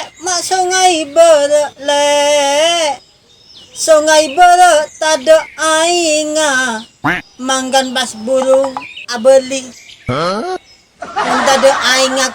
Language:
Madurese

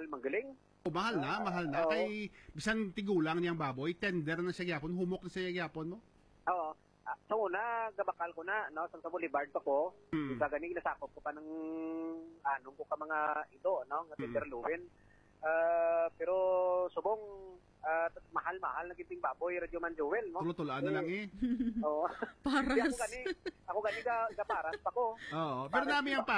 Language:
Hiligaynon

